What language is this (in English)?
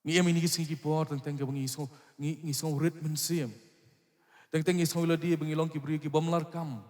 Khasi